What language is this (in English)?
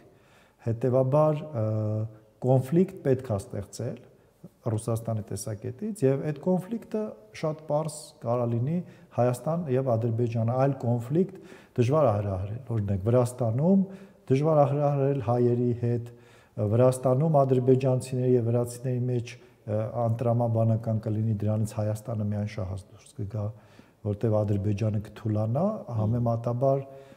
Armenian